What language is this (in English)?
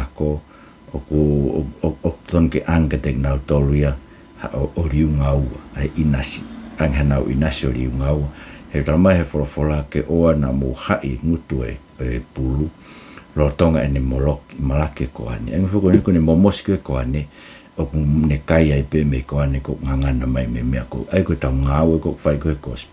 Tongan